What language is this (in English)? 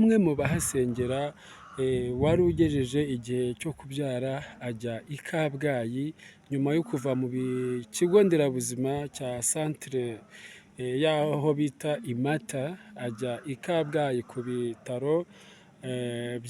Kinyarwanda